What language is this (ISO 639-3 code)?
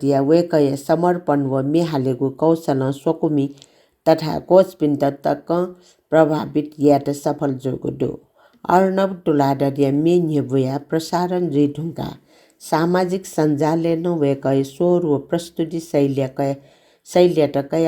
new